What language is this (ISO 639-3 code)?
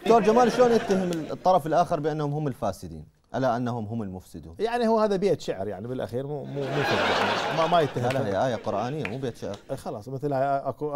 acm